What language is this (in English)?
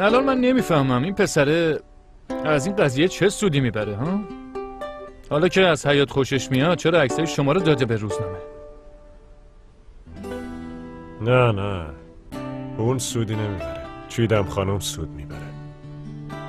Persian